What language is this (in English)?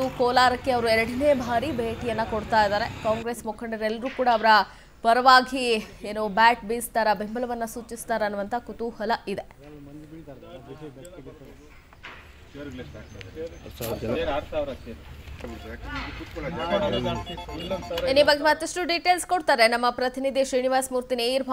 Kannada